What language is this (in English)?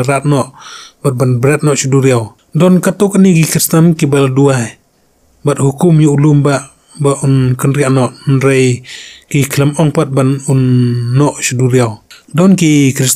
Khasi